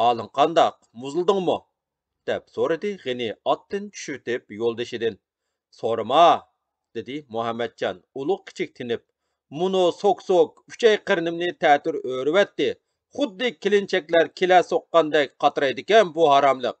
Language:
Uyghur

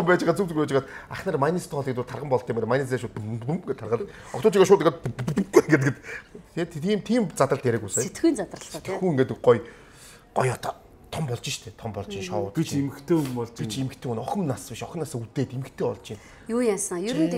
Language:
Mongolian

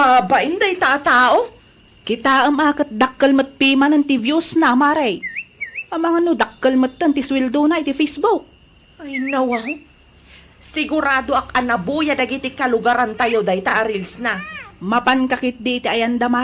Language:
Iloko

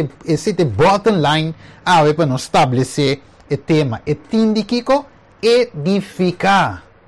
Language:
Papiamento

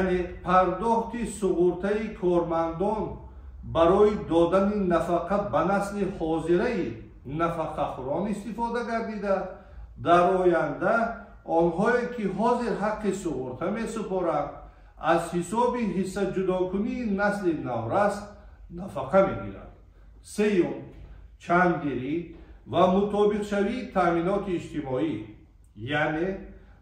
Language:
Tajik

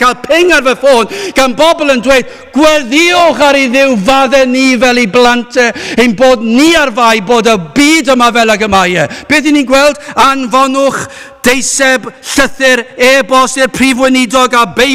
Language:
Welsh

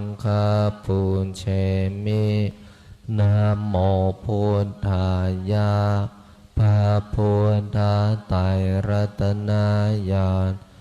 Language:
Pali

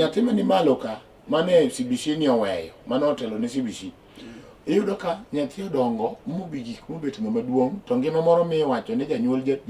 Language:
Luo (Kenya and Tanzania)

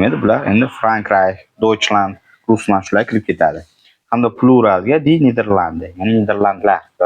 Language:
Uzbek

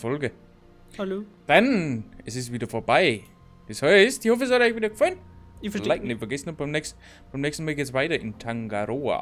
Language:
Bavarian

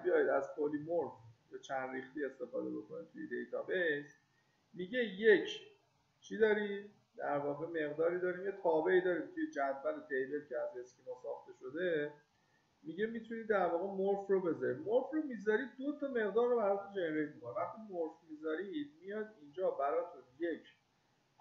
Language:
Persian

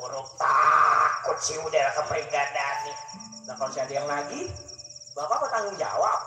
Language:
Betawi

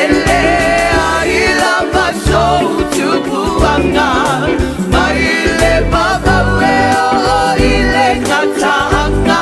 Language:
Samoan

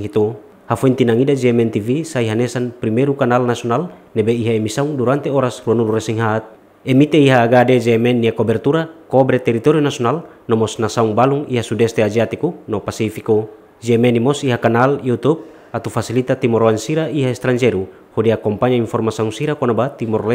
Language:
Tetum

